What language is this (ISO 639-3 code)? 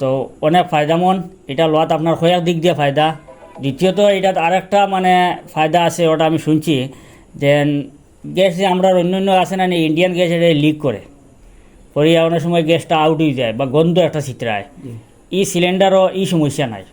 syl